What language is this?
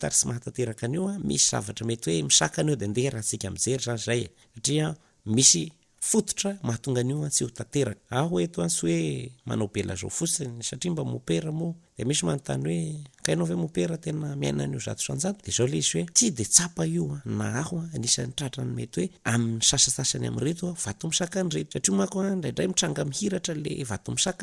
Malagasy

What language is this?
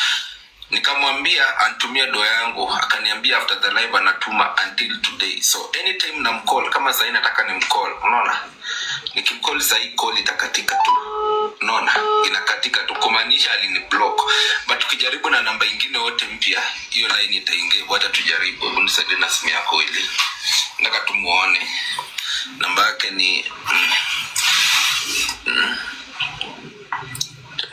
Swahili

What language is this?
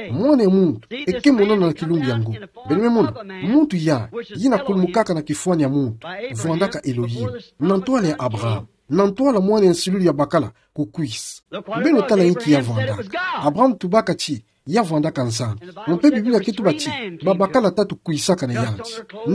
Kituba (Democratic Republic of Congo)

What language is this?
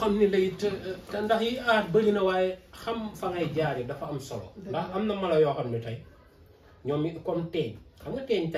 Wolof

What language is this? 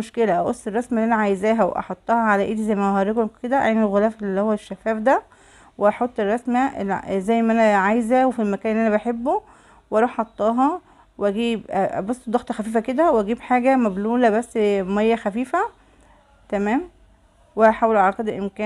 Egyptian Arabic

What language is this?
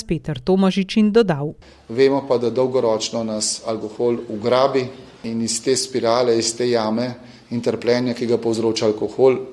Slovenian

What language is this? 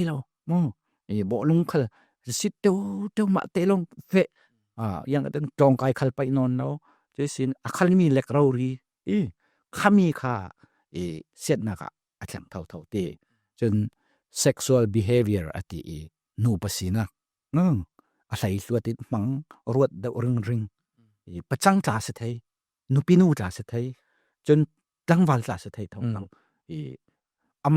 Falam Chin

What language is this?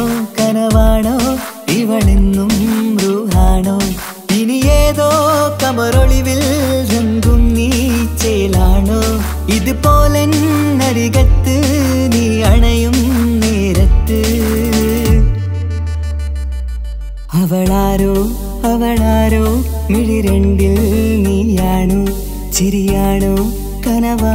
Malayalam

